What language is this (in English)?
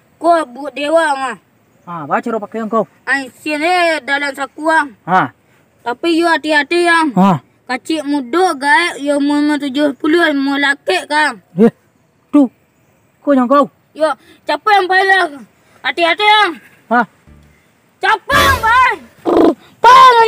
Minangkabau